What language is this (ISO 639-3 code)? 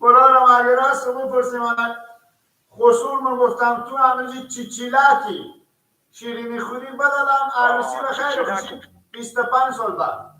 fas